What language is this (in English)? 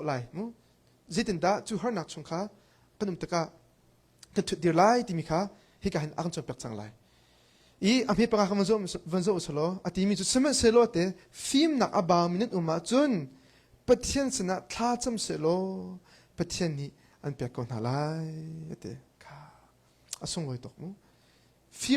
Hakha Chin